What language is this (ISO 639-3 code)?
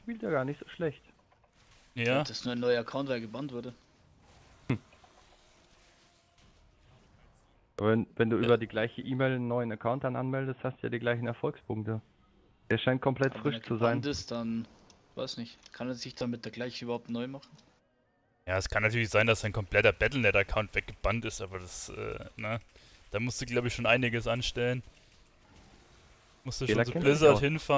deu